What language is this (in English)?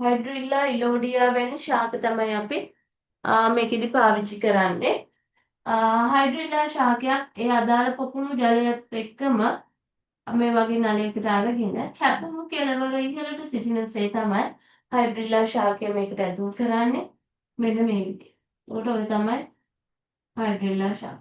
Sinhala